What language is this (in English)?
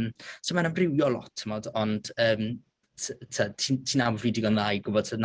Welsh